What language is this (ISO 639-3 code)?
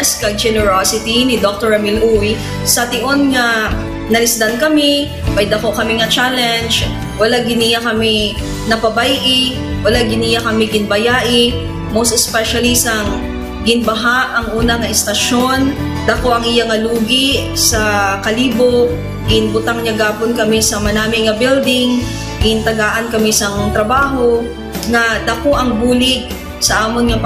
hil